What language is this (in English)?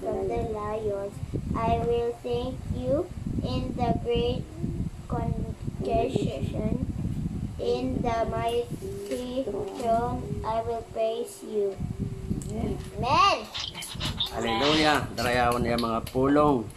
Waray